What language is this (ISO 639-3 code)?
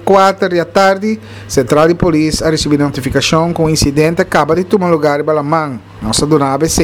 pap